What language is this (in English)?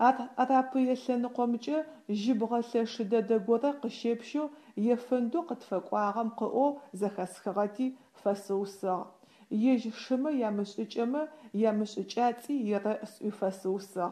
Adyghe